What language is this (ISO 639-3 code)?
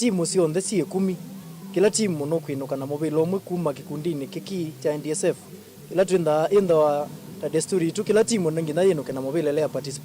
kam